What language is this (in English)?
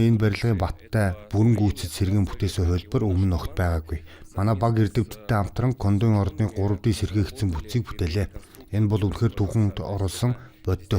Mongolian